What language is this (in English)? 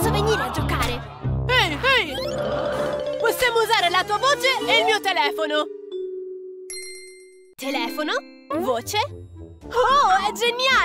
Italian